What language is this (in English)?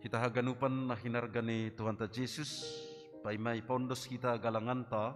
Batak Simalungun